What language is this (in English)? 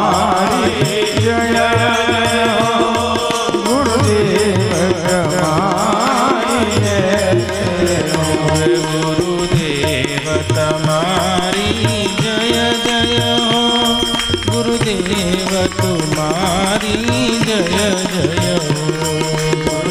Gujarati